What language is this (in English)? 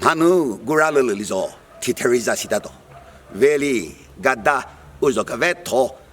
Chokri Naga